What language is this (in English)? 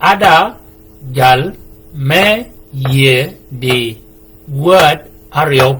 Shilluk